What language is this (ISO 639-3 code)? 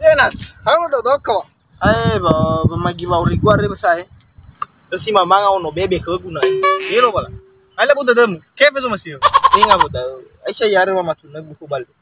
nia